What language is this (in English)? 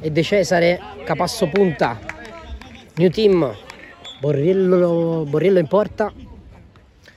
Italian